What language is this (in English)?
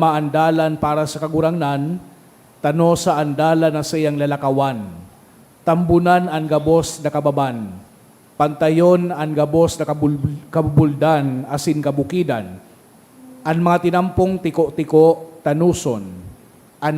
Bikol